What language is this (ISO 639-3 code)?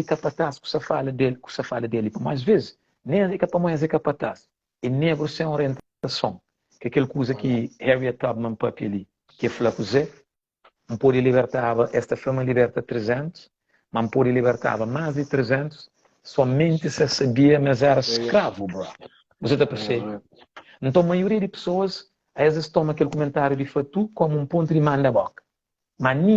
kea